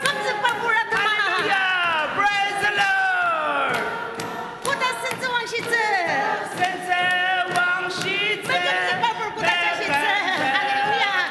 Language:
Ao Naga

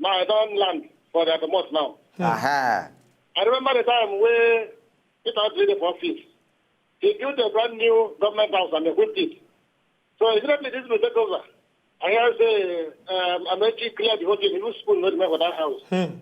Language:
Nigerian Pidgin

